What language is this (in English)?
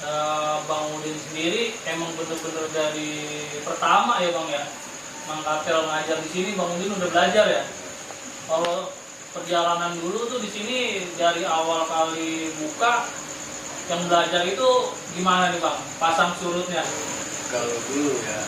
Betawi